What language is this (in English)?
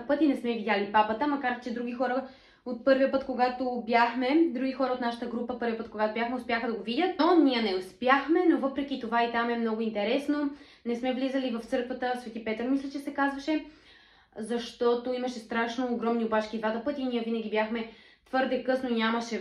Bulgarian